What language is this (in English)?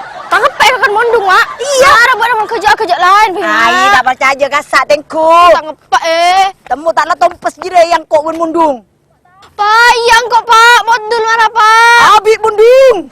Madurese